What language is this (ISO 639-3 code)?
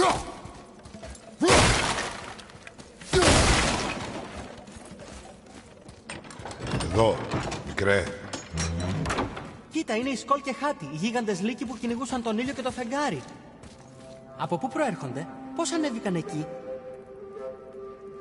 ell